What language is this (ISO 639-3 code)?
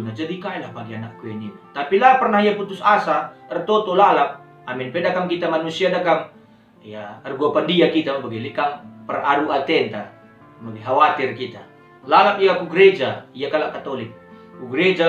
btx